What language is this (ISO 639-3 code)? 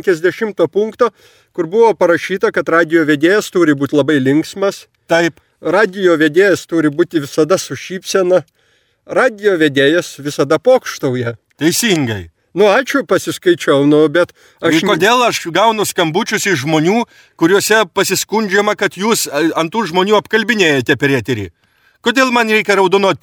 lit